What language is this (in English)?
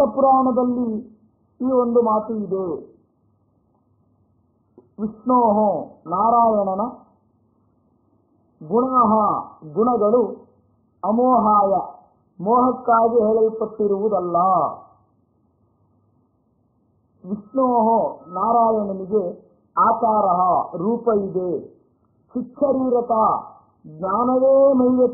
Kannada